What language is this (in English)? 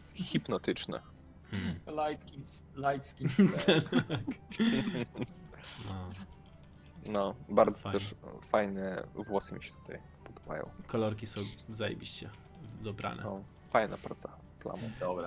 Polish